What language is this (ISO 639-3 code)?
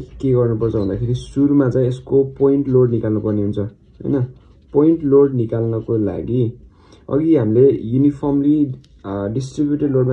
nep